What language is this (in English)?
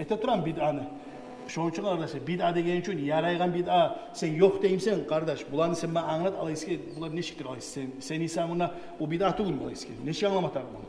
Kumyk